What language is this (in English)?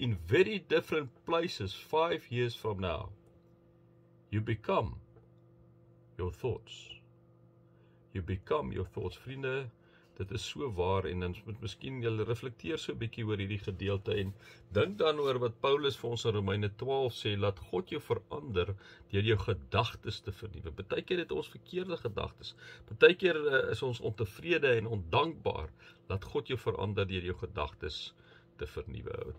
Afrikaans